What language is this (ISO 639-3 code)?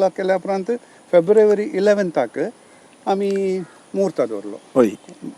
kok